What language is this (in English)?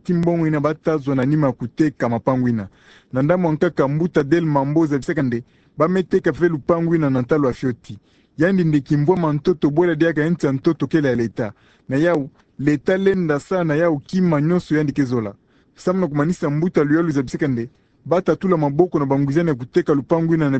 Kituba (Democratic Republic of Congo)